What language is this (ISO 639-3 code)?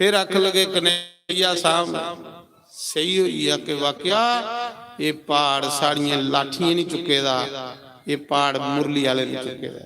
doi